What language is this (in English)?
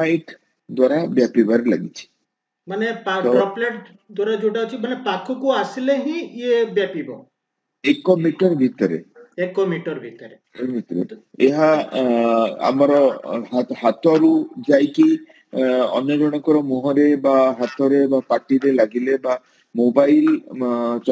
Odia